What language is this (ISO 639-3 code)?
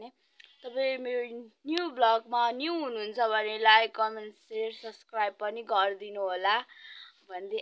nep